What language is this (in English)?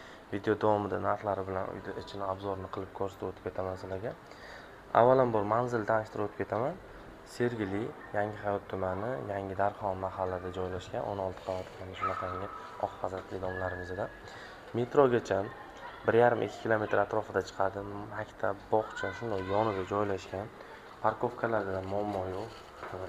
Uzbek